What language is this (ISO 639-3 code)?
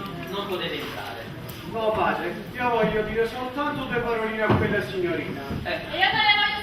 nap